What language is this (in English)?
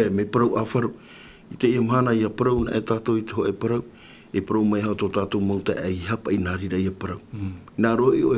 Tahitian